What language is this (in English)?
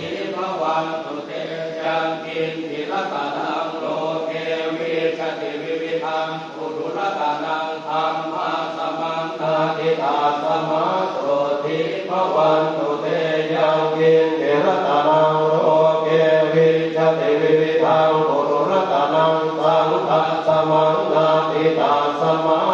Pali